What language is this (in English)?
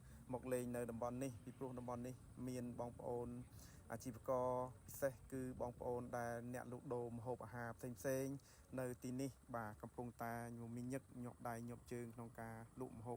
Khmer